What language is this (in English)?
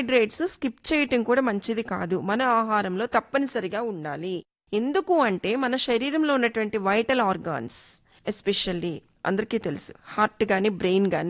Telugu